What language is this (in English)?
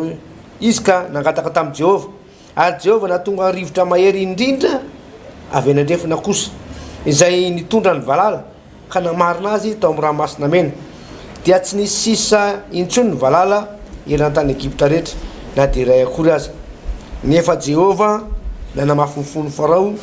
Malagasy